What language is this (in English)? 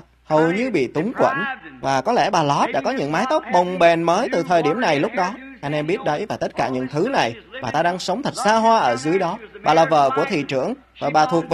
Vietnamese